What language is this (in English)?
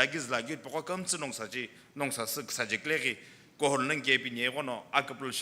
Sumi Naga